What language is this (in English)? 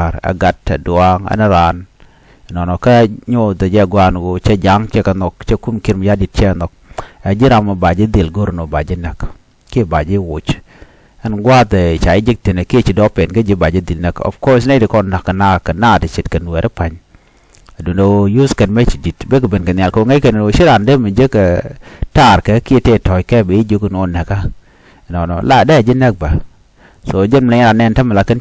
Nuer